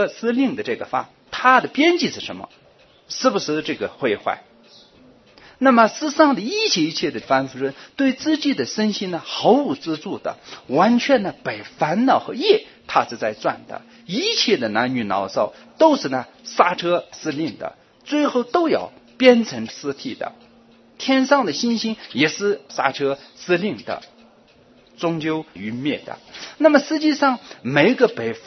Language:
Chinese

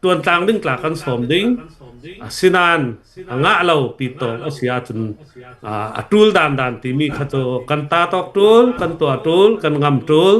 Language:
Hakha Chin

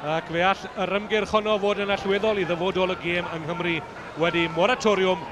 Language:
Welsh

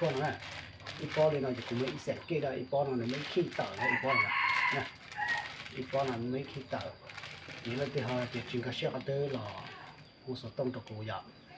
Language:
Hmong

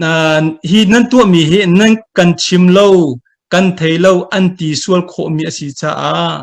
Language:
Hakha Chin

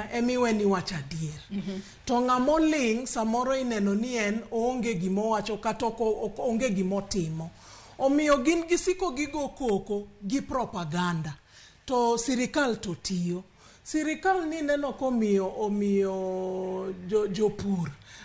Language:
Luo (Kenya and Tanzania)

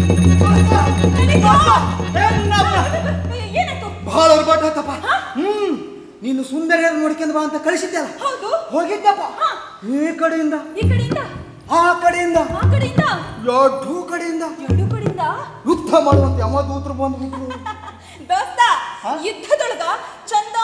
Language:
Kannada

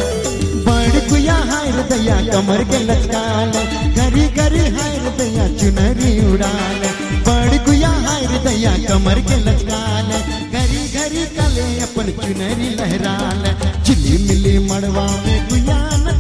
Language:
Bhojpuri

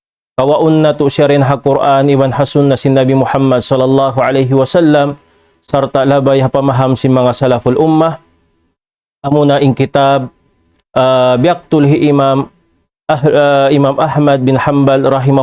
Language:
Tausug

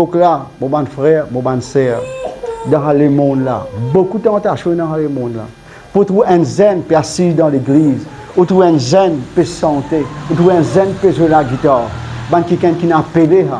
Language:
Morisyen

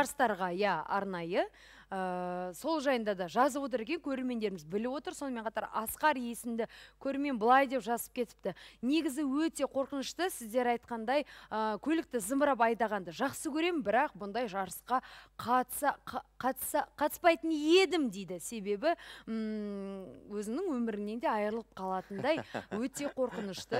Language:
Kazakh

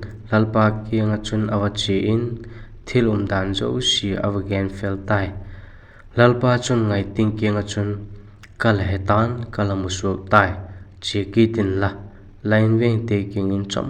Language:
Vaiphei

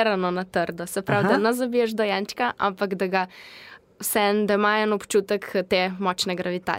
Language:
Slovenian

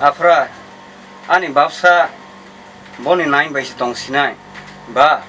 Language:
Kok Borok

